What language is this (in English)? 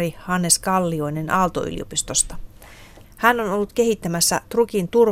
Finnish